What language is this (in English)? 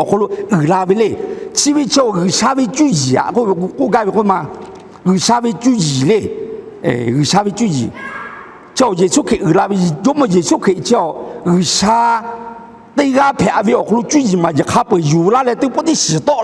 Lahu